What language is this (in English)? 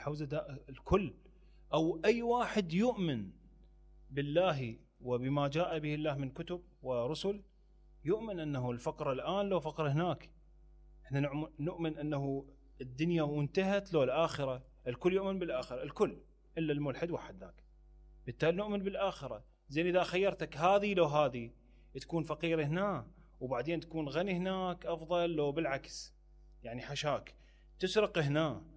Mesopotamian Arabic